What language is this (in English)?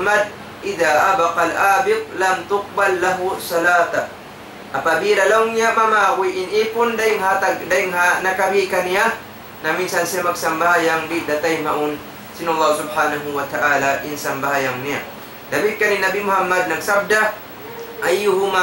Tausug